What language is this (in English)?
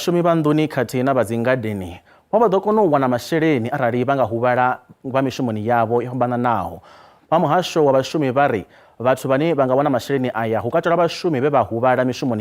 Venda